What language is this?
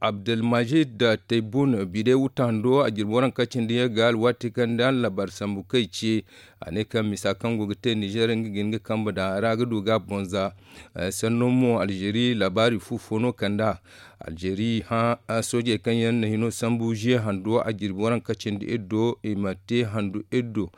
Zarma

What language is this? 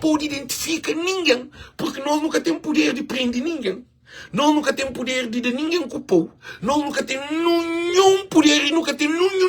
Kabuverdianu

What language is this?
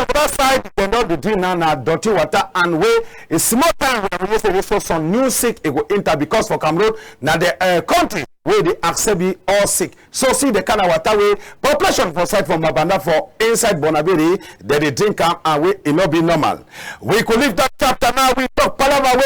Cameroon Pidgin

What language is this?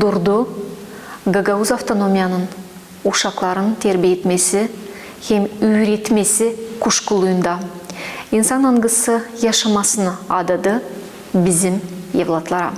Gagauz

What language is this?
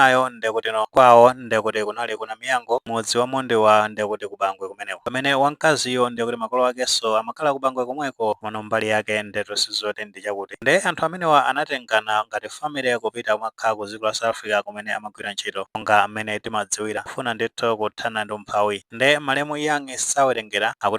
Nyanja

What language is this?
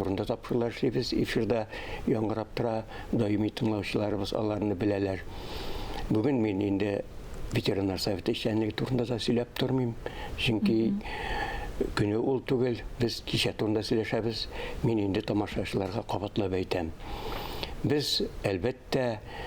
Tatar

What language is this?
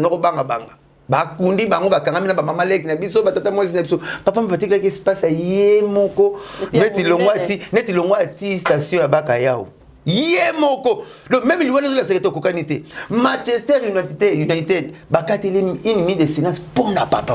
Lingala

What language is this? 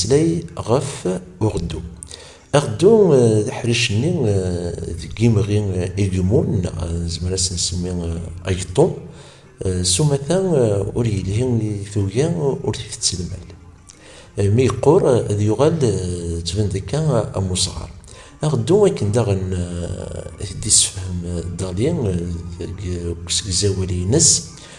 Kabyle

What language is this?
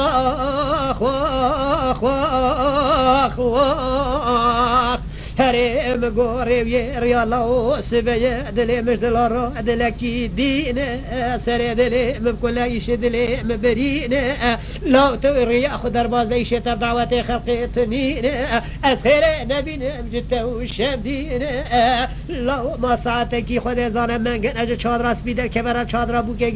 Kurdish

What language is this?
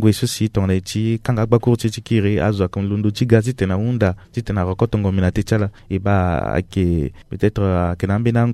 Sango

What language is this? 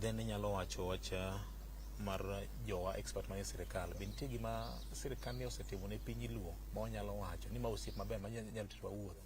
Luo (Kenya and Tanzania)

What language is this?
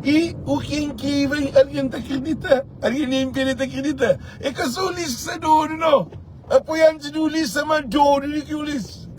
Kabuverdianu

